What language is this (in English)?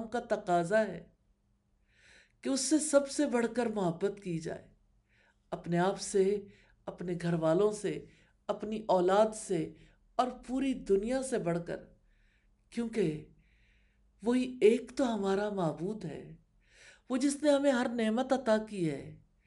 Urdu